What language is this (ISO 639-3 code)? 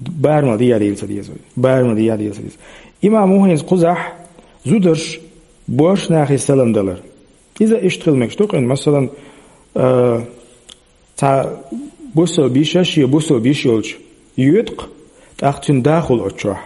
che